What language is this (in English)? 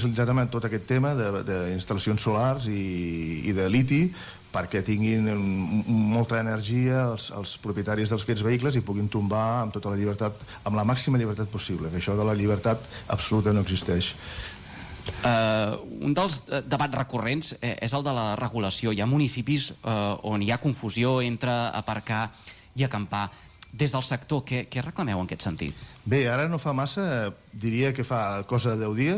Catalan